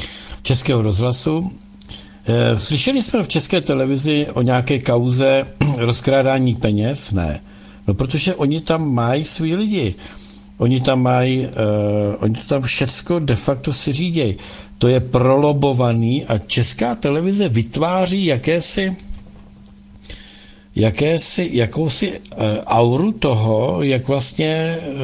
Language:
Czech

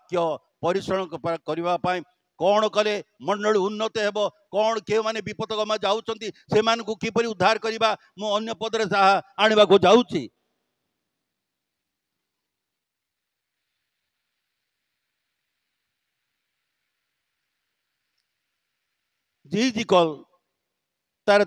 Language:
Odia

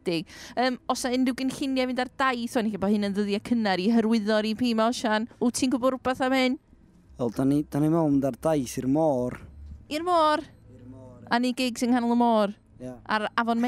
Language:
Welsh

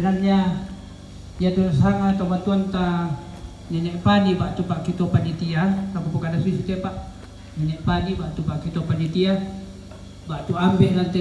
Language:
Toraja-Sa'dan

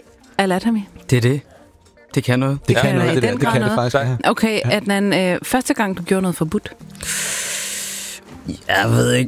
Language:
Danish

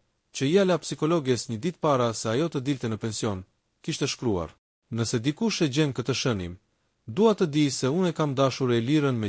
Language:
Albanian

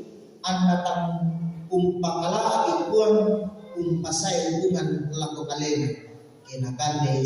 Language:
Toraja-Sa'dan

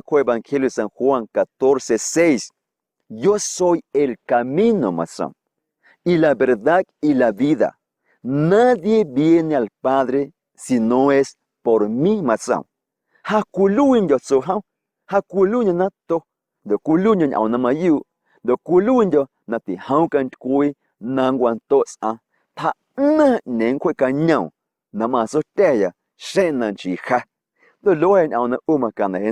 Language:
Guerrero Amuzgo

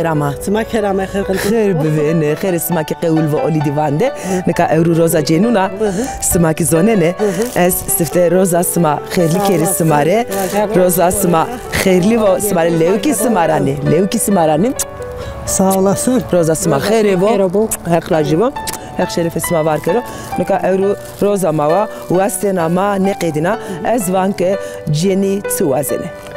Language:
Zaza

